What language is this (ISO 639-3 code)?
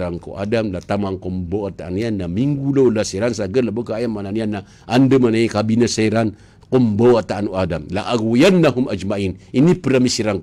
mrw